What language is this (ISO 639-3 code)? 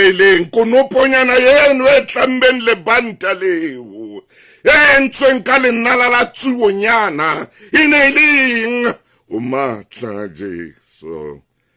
sot